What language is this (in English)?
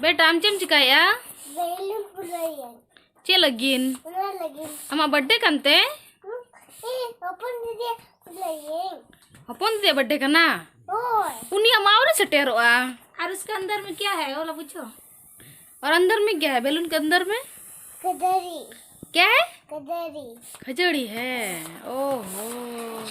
Santali